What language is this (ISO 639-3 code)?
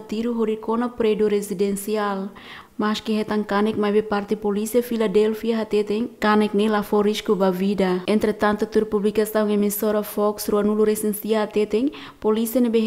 tet